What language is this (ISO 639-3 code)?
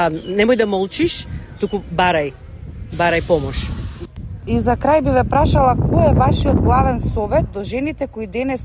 mkd